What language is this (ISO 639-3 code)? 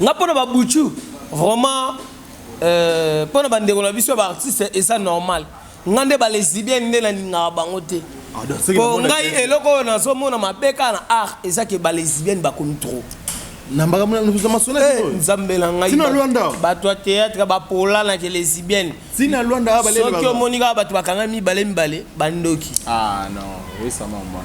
lin